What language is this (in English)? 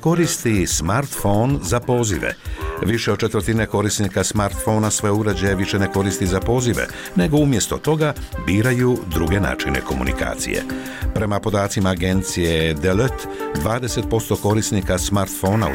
Croatian